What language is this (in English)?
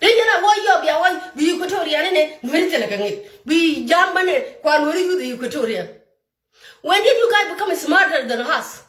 Nuer